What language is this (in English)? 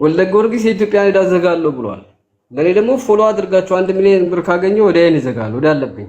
Amharic